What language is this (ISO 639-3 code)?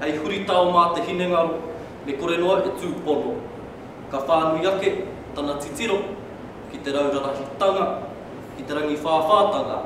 mri